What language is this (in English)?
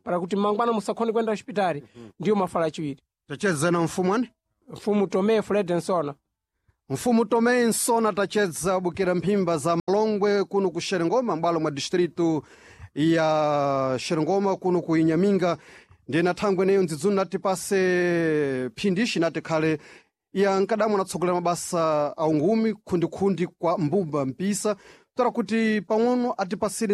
Sena